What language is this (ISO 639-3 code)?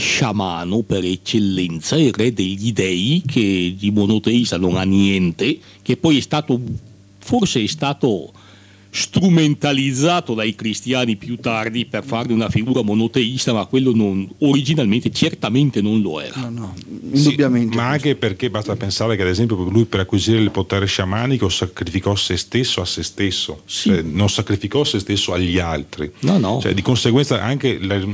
ita